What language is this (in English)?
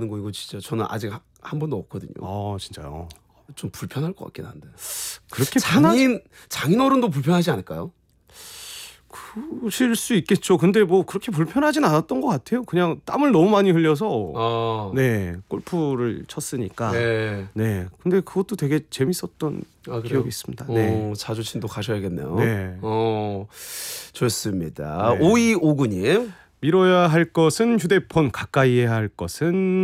Korean